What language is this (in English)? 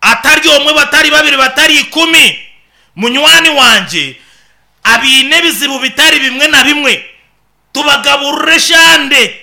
Nyankole